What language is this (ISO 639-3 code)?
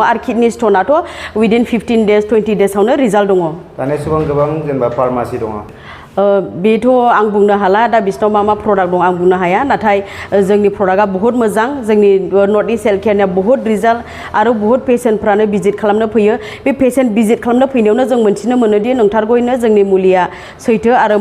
brx